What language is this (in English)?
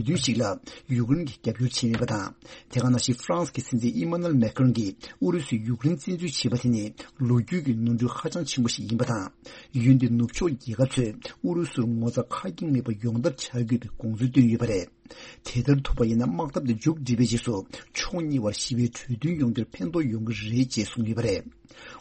Tibetan